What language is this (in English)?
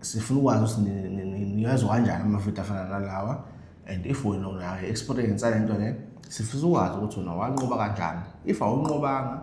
Zulu